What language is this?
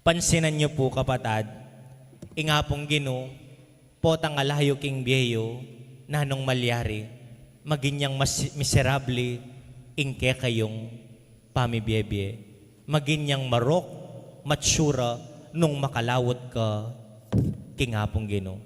Pampanga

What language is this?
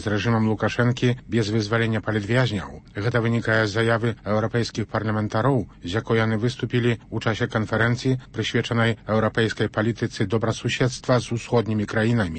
Belarusian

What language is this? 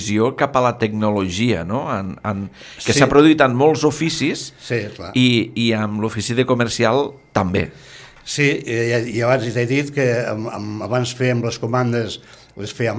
Catalan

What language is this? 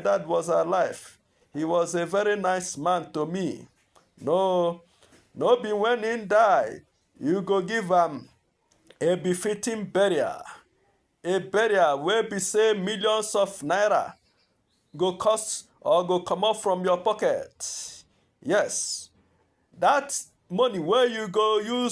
Nigerian Pidgin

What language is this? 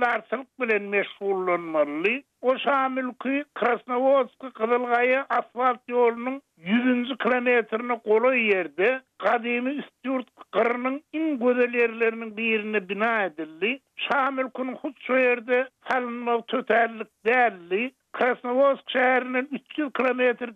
Turkmen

